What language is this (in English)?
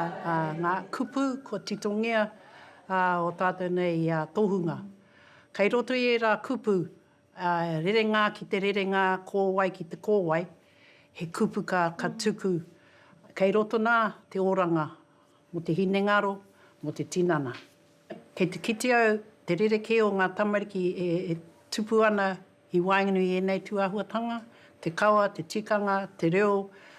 Māori